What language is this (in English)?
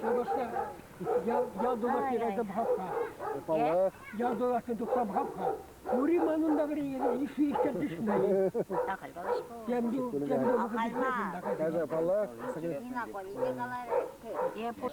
Chuvash